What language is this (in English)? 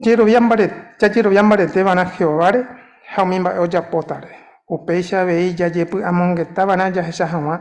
Guarani